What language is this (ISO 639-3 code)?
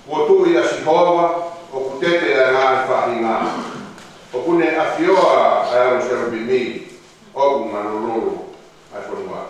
ton